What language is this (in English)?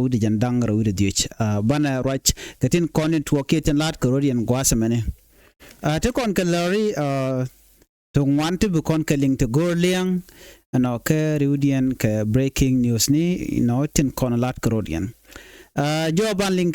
Nuer